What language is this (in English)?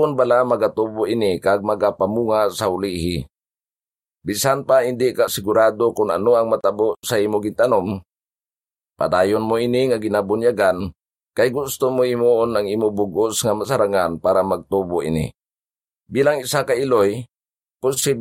Hiligaynon